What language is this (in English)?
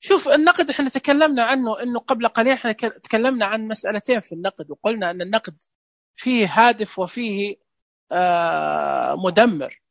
Najdi Arabic